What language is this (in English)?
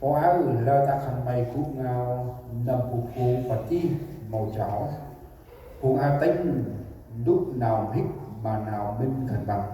Central Mnong